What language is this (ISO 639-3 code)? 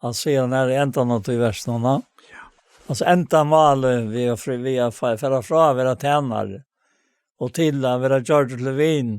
fao